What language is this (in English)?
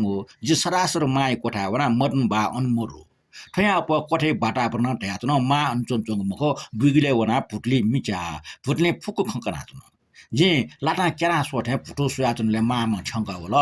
Newari